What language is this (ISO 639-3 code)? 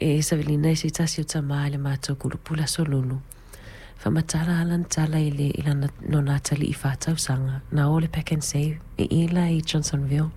smo